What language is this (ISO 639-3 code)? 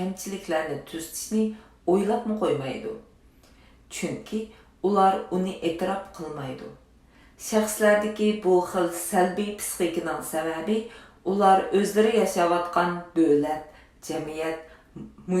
uig